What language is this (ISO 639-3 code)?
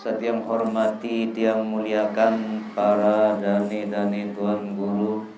sas